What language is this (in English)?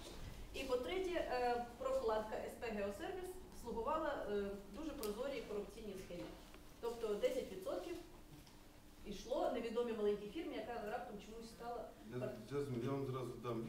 Ukrainian